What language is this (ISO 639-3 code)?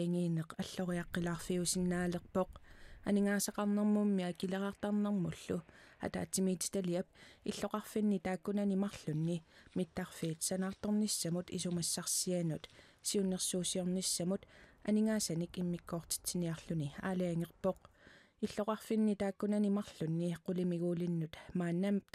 kal